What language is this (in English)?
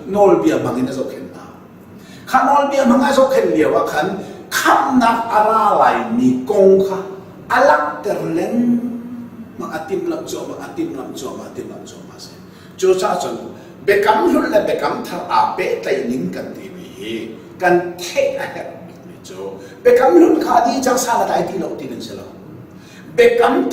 Hakha Chin